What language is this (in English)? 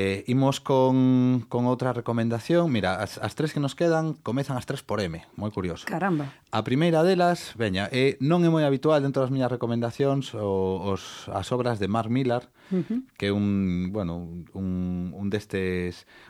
Galician